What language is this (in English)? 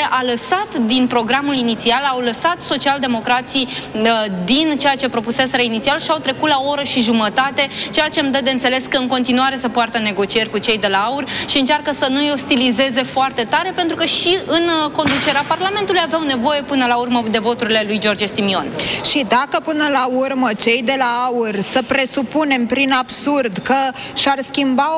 Romanian